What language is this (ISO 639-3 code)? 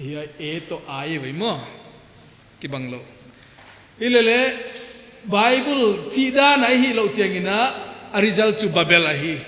pck